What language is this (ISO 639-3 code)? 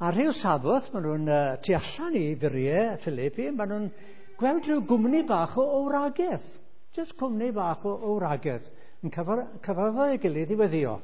cym